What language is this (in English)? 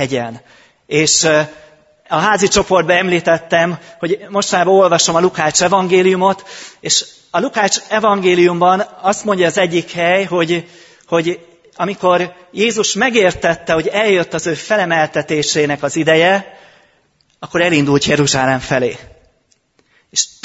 Hungarian